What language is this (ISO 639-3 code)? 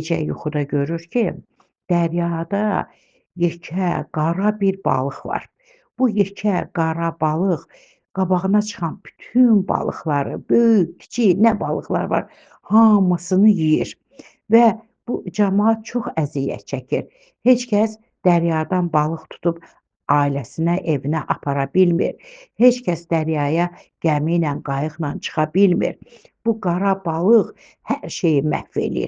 aze